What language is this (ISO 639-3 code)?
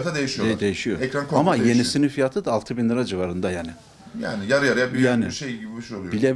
tur